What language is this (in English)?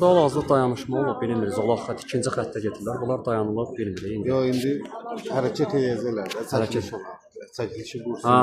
Azerbaijani